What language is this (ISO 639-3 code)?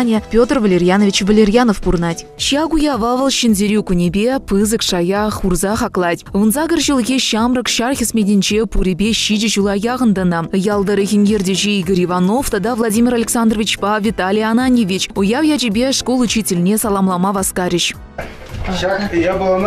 chv